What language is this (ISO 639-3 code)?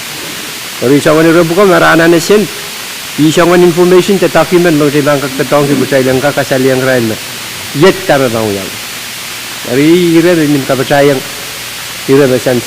pon